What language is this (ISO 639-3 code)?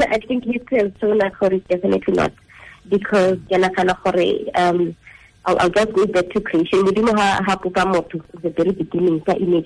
tsn